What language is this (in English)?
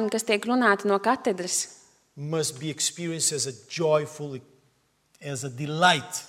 Latvian